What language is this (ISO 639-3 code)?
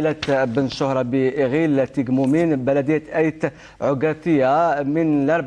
arq